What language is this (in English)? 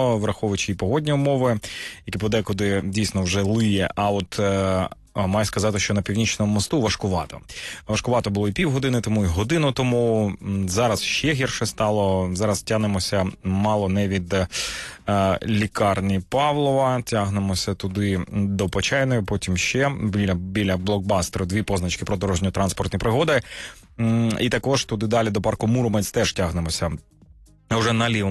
Ukrainian